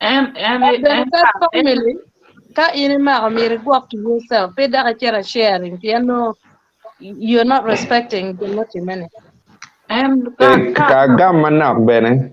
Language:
Acoli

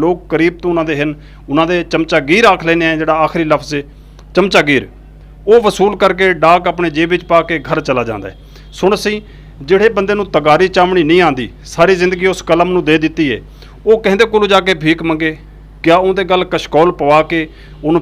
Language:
Saraiki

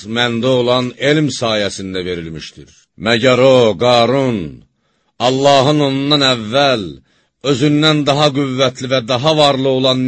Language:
Azerbaijani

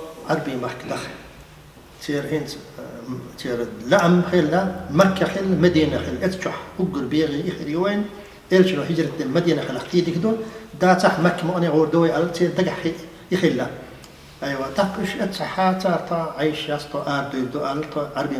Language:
Chechen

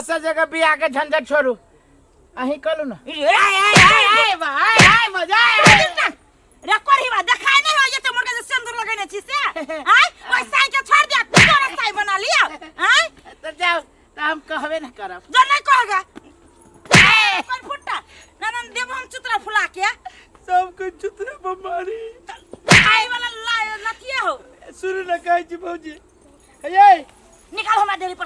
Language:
Maithili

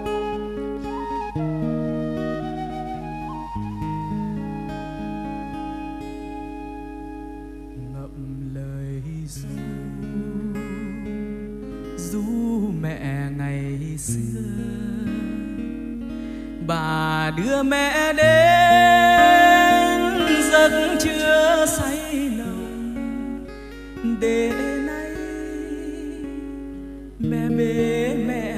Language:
Vietnamese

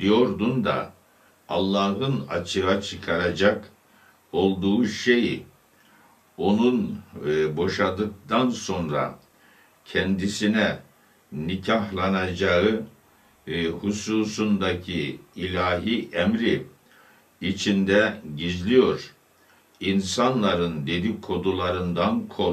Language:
Turkish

